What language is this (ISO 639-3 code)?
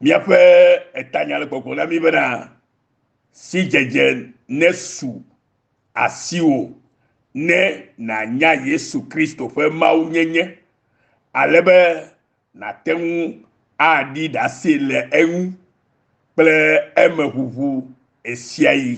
ewe